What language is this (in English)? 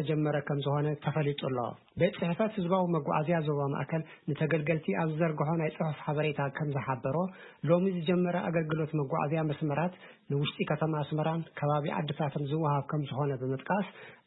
Tigrinya